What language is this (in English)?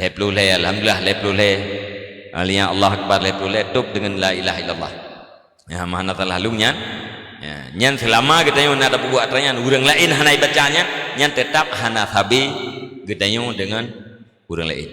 Achinese